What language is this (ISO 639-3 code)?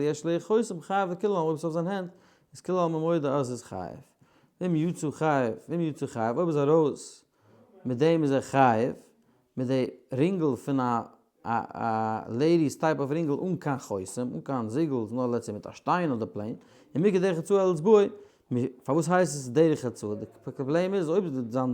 yid